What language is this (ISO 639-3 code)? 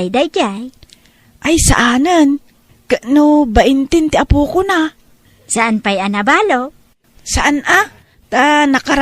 ilo